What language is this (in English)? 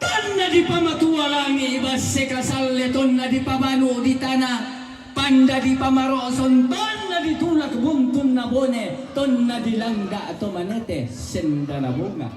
Toraja-Sa'dan